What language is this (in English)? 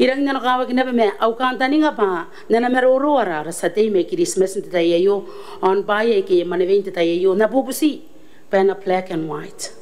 Gilbertese